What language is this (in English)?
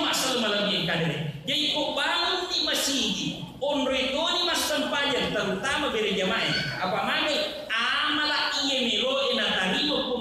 Buginese